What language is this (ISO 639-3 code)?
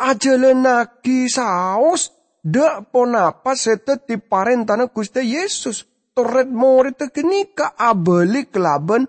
mad